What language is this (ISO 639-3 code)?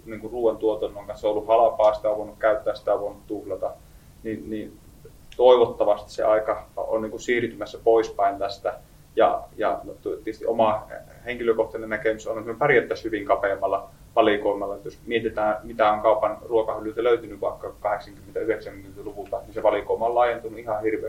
fin